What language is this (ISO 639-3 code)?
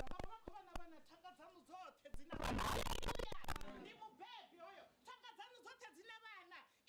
ven